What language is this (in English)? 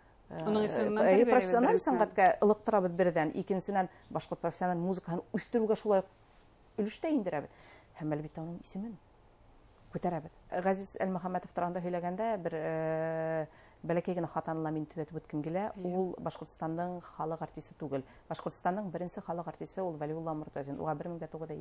Bashkir